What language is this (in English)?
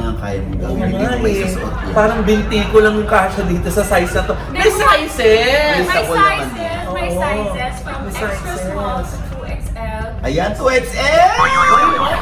Filipino